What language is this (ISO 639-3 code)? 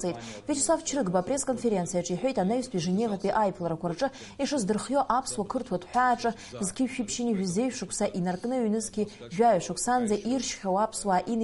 abk